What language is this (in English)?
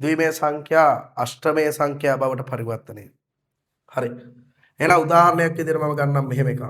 Sinhala